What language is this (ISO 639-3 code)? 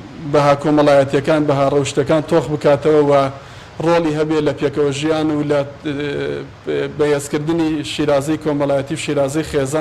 ckb